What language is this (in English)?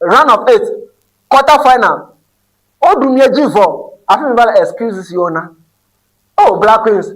Ewe